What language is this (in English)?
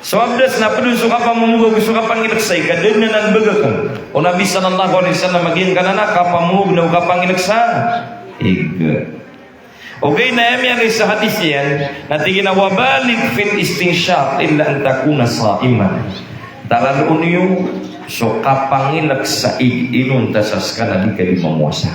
Maranao